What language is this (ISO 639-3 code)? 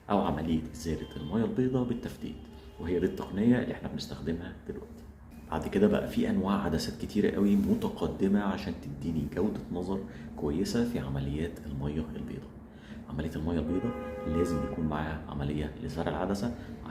arz